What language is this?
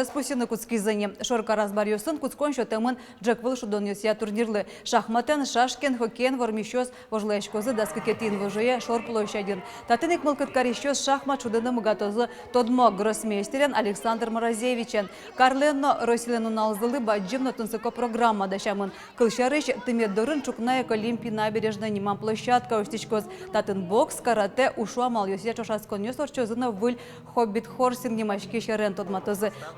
Udmurt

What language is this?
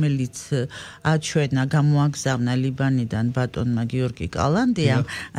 Georgian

